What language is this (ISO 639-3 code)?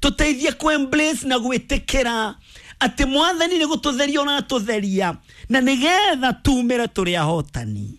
kik